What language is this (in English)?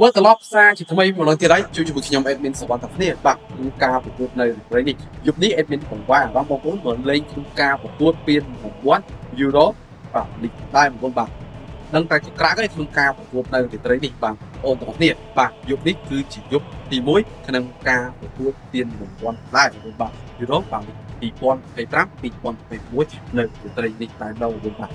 Khmer